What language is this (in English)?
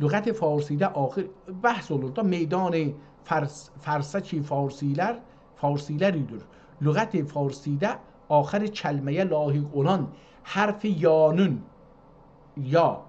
South Azerbaijani